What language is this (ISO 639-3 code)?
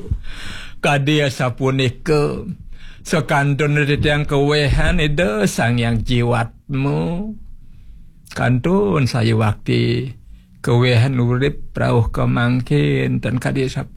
ban